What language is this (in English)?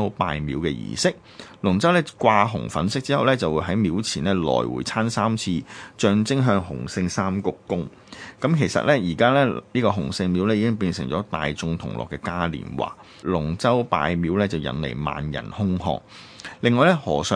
Cantonese